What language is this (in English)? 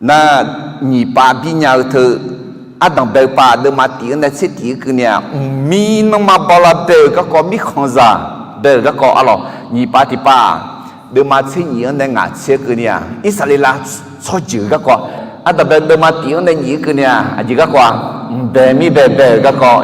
Akha